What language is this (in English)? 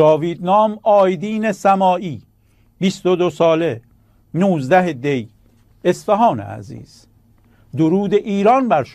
Persian